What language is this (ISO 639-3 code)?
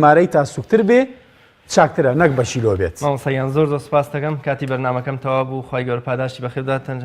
ckb